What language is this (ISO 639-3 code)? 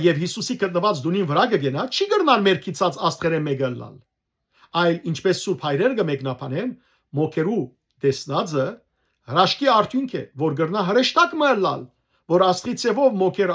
hyw